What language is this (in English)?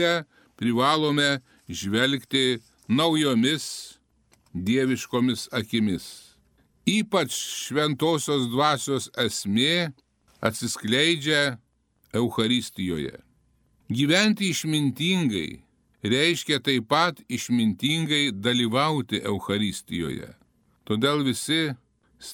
Lithuanian